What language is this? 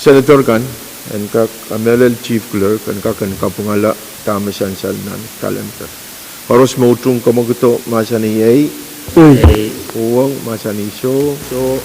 Pohnpeian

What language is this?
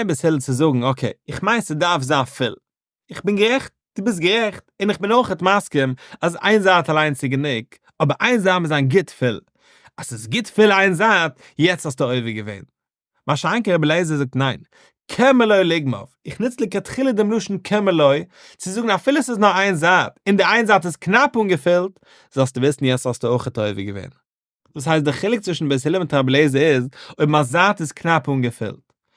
Yiddish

